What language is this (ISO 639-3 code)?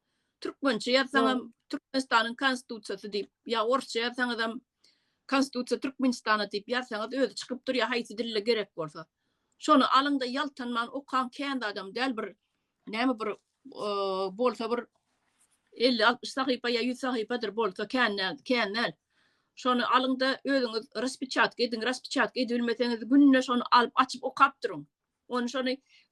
tuk